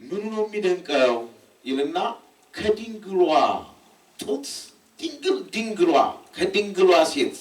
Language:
Amharic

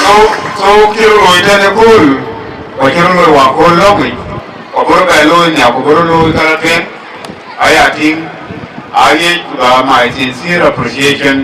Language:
Dinka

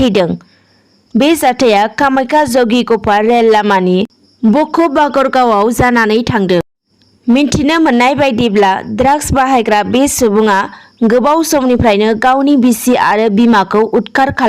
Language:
Bodo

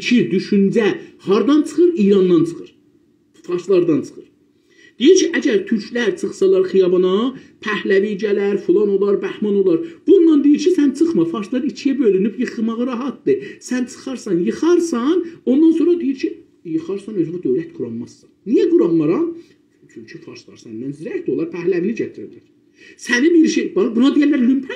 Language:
South Azerbaijani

